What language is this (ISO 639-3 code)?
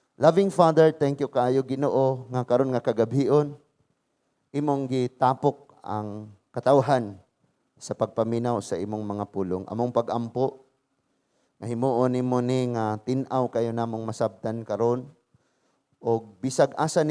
ceb